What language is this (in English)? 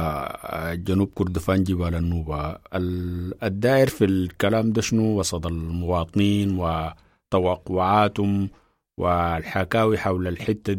Sudanese Arabic